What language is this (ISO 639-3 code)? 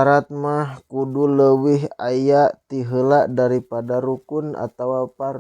sun